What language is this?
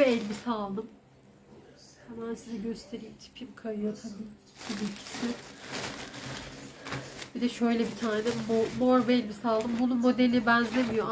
Turkish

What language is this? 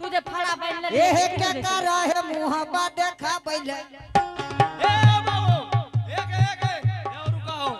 Angika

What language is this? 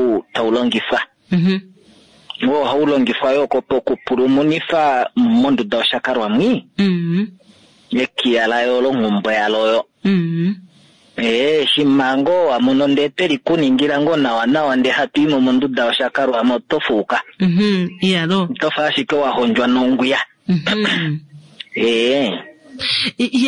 Kuanyama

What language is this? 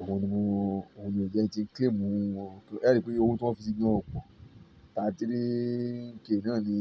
Yoruba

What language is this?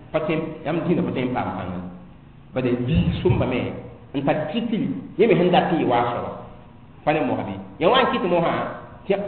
Mossi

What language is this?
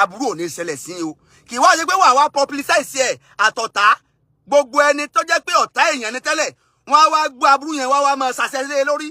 Yoruba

